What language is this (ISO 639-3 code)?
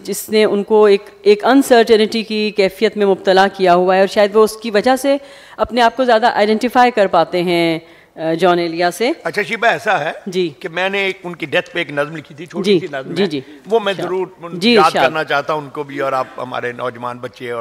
urd